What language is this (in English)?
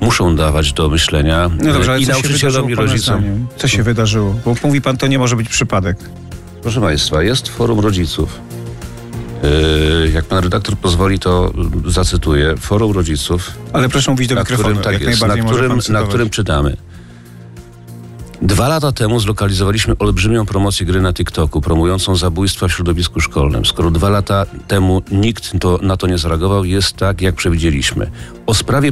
Polish